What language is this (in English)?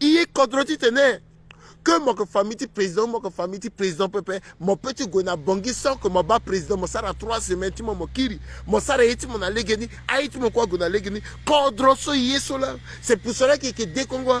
Sango